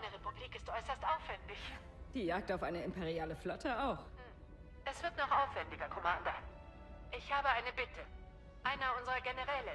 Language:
Swiss German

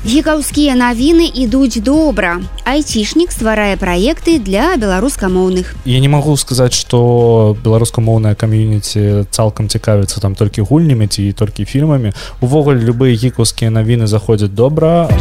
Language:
Belarusian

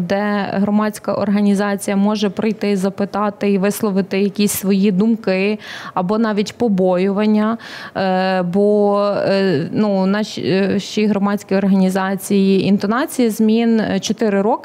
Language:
Ukrainian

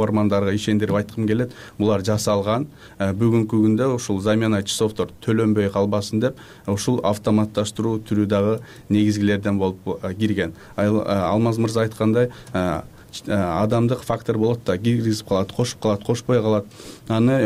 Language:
Kyrgyz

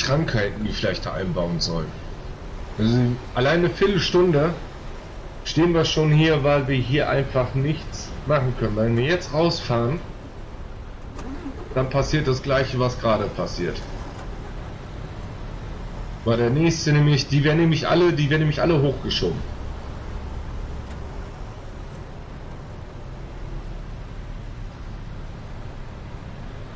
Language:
German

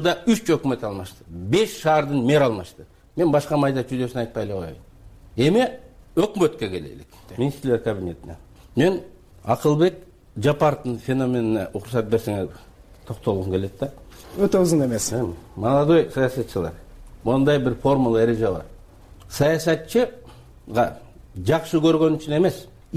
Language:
Kyrgyz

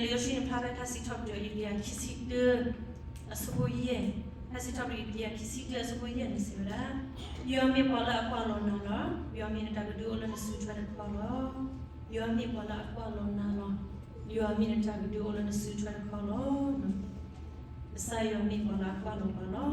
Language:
S'gaw Karen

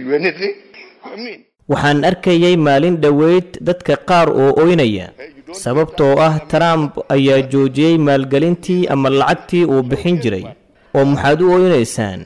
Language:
Somali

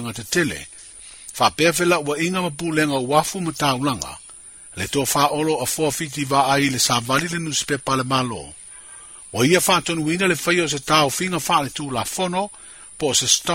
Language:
Samoan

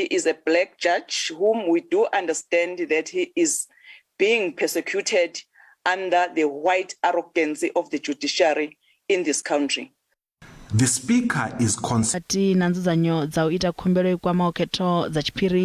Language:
Venda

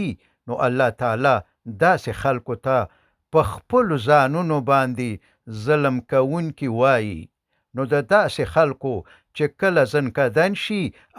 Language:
Pashto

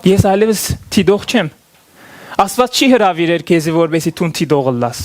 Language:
Western Armenian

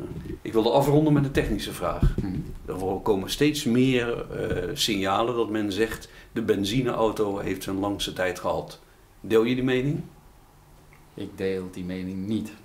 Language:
Dutch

